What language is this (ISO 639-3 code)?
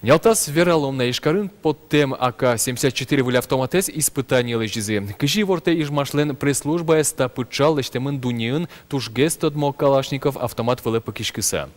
udm